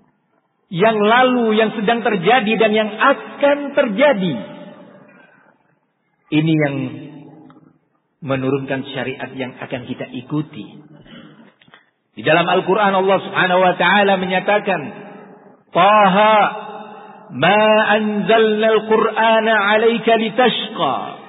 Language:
Indonesian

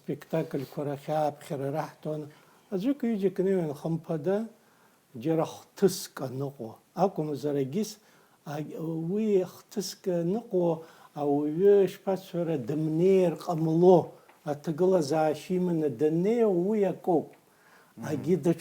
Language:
Abkhazian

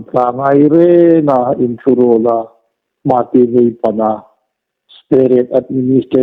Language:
Hmar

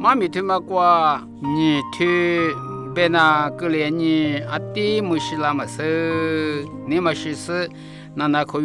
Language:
Lisu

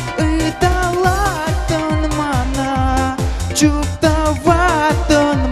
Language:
Chuvash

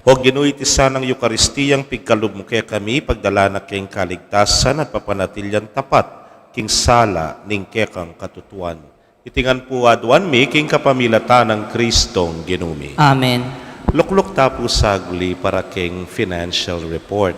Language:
Pampanga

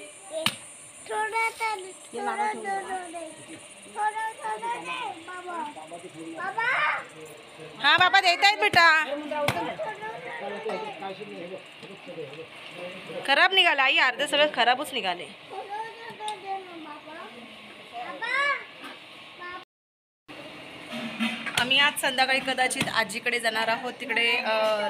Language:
Marathi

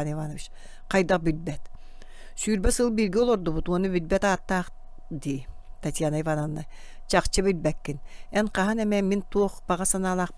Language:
Yakut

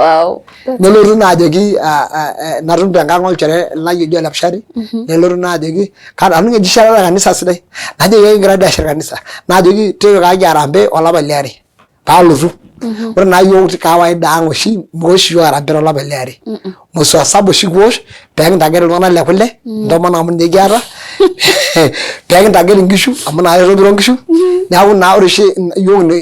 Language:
Masai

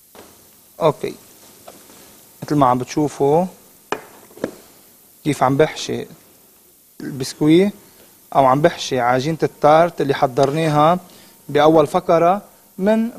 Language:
North Levantine Arabic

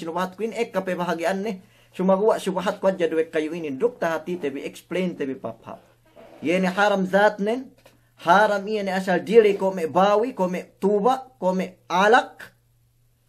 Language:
Yakan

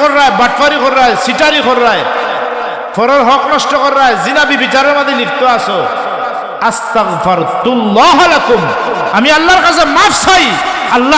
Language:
Sylheti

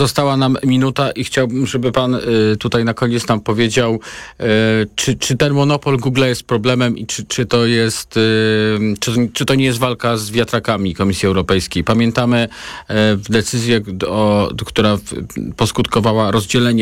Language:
Polish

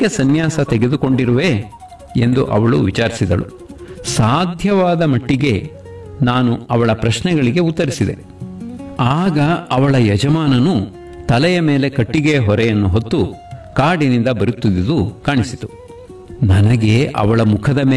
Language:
Kannada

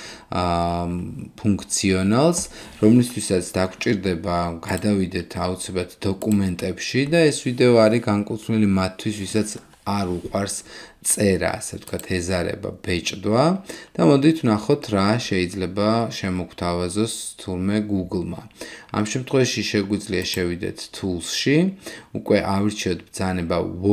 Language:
Georgian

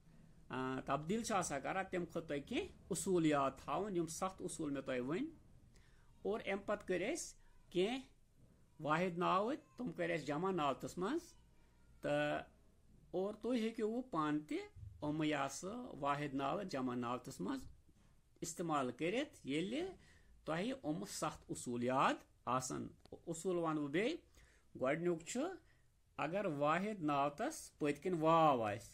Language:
Kashmiri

